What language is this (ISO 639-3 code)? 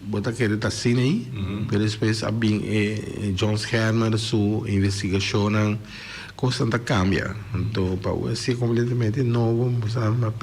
pap